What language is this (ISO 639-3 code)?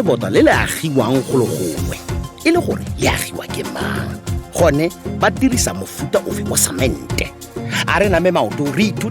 tsn